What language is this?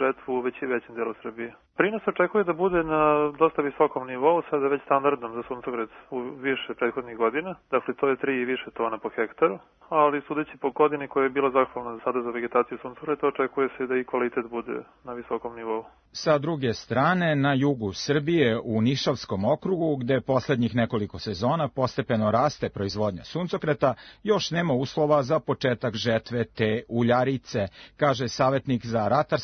Serbian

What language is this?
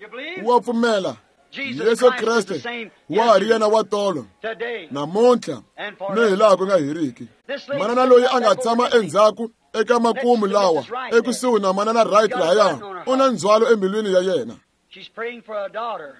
Tsonga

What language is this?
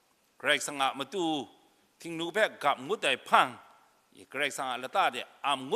Kachin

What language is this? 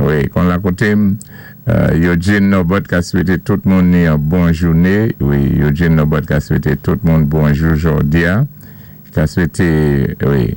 Saint Lucian Creole French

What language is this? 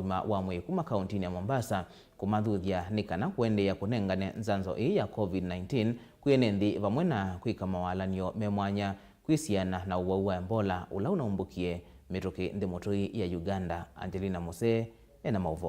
Kamba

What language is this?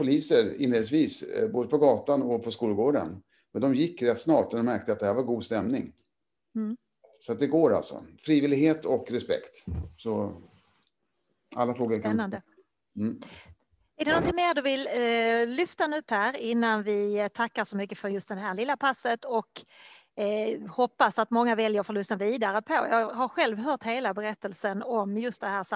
Swedish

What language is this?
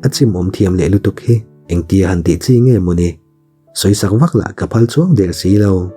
Mizo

